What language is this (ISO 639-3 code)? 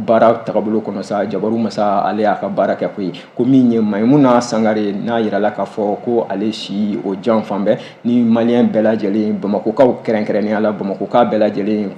bam